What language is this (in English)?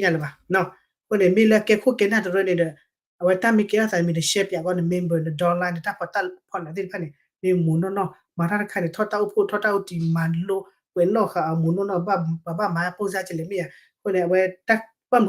S'gaw Karen